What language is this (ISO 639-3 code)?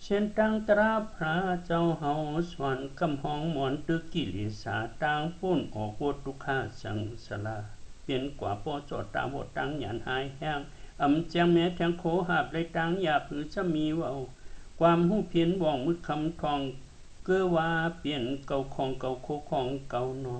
shn